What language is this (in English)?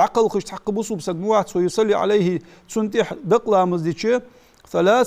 Ingush